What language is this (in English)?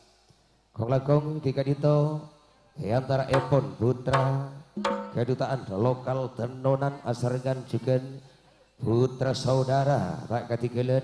Madurese